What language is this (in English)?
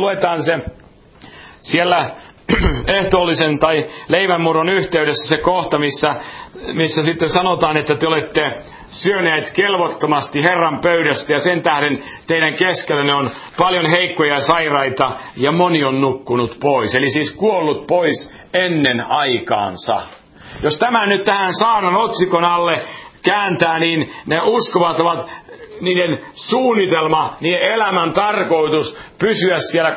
Finnish